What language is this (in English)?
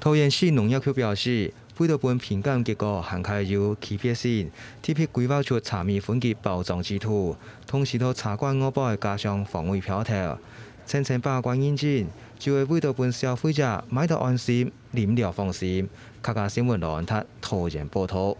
Hakka Chinese